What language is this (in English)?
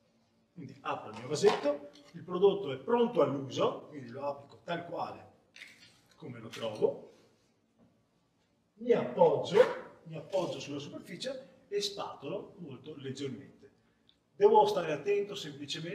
Italian